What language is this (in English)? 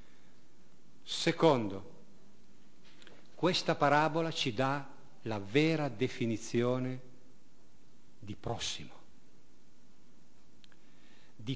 Italian